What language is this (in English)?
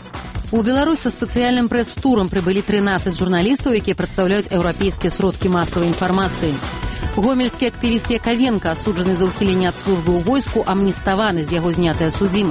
Belarusian